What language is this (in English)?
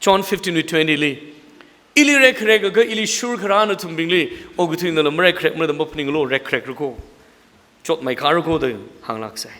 Tangkhul Naga (India)